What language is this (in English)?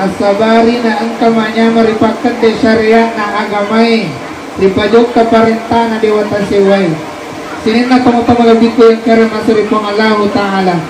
Buginese